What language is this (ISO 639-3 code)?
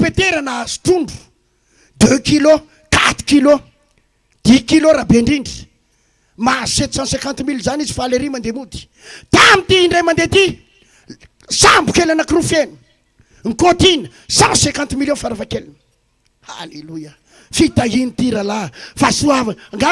mlg